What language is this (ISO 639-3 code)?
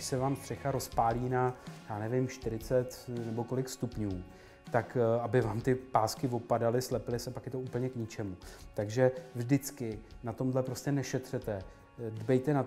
ces